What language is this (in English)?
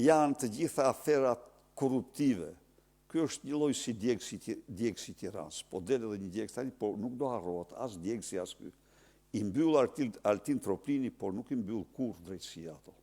Albanian